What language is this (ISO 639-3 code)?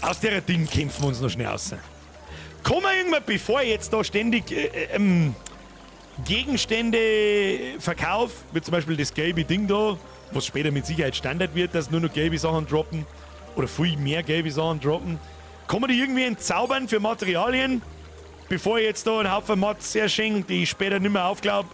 bar